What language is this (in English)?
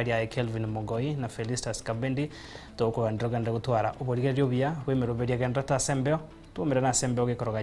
Gusii